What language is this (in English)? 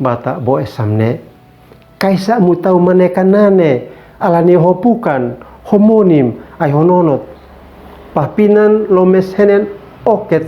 Uab Meto